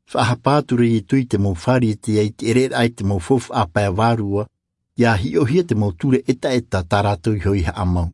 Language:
Tahitian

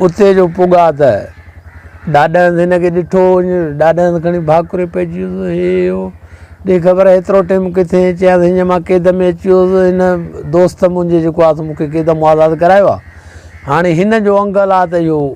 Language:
Sindhi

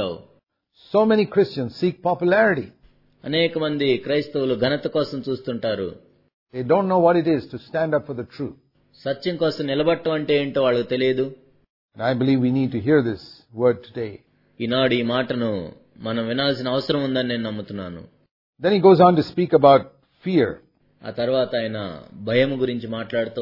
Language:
Telugu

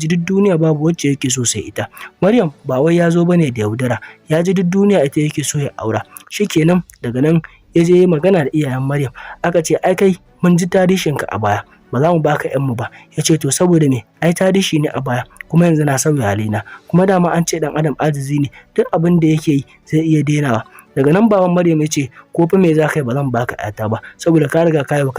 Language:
Hausa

